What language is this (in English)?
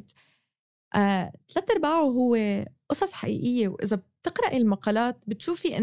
North Levantine Arabic